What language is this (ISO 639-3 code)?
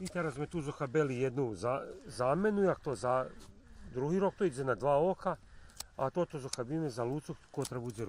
rue